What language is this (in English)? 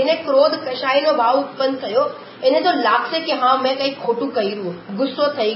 Gujarati